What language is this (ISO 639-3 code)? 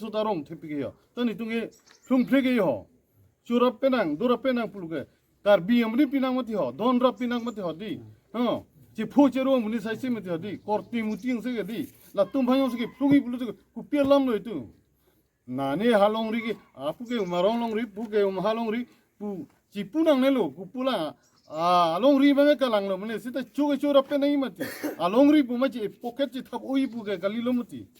mjw